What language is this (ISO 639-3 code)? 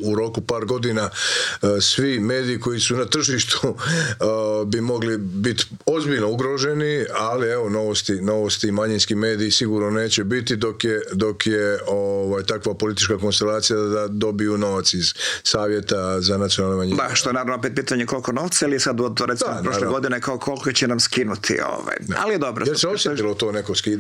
hrv